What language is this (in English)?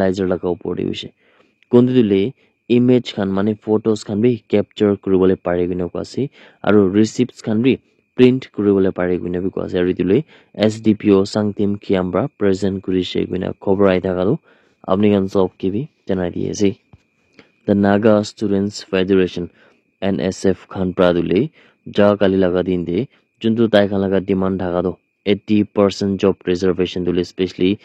Naga Pidgin